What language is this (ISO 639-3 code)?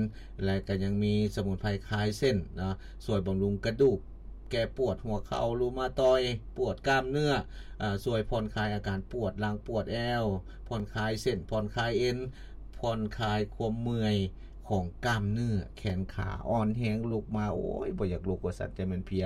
lao